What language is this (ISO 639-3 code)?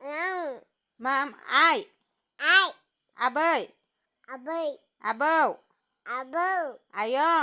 brx